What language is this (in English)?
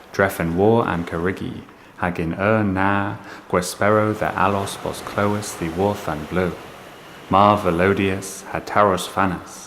Cornish